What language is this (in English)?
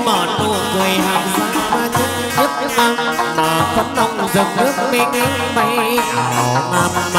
Vietnamese